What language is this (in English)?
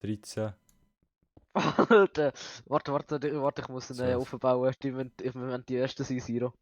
Swiss German